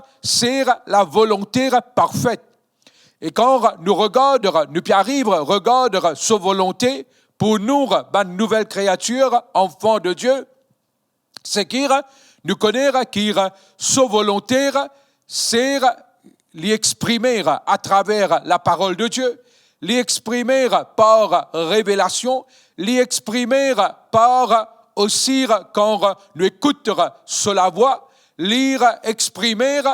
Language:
Morisyen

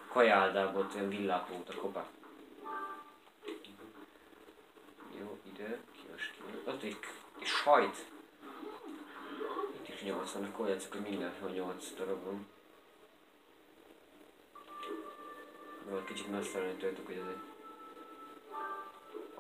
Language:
Hungarian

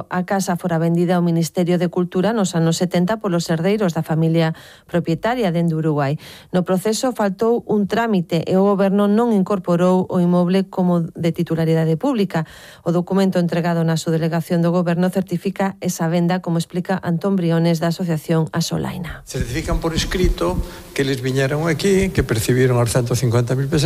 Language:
Galician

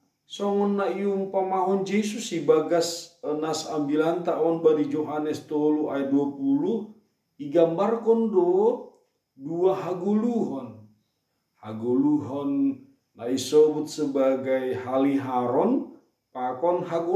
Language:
Batak Simalungun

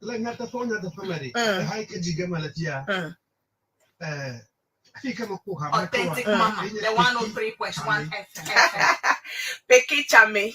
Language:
Ewe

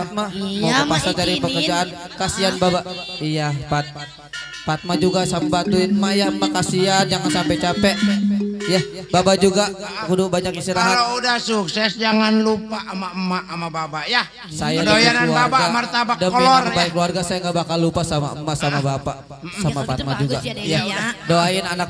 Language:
Betawi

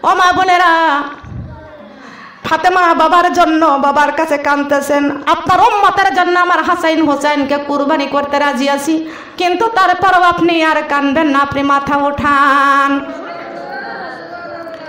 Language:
Bangla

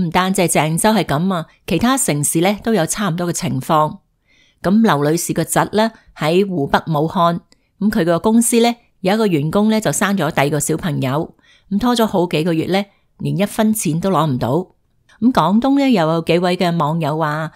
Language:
Cantonese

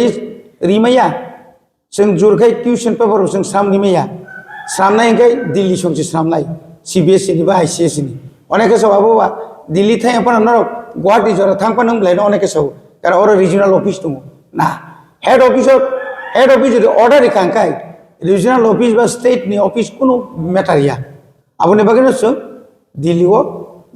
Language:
Kok Borok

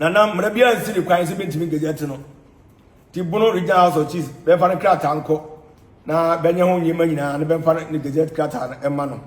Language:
Akan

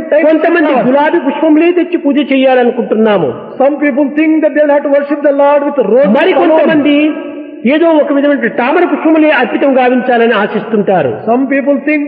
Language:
Telugu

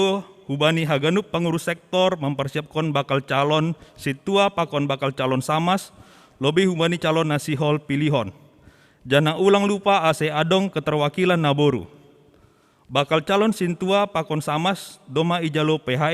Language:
Batak Simalungun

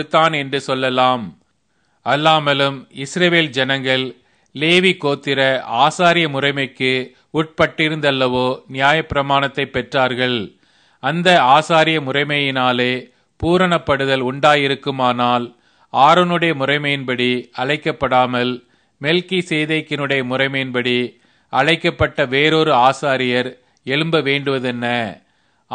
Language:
Tamil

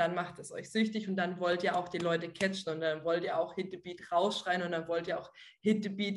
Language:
German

